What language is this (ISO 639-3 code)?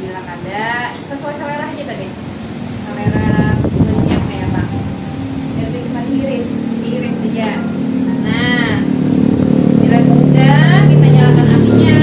bjn